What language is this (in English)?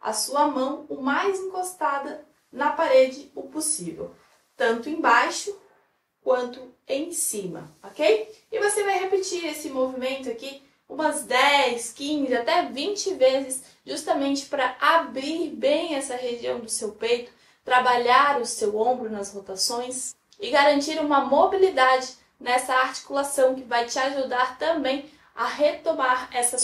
Portuguese